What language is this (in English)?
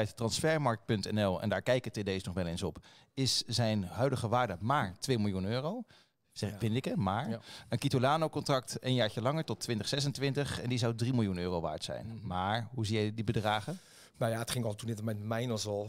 Dutch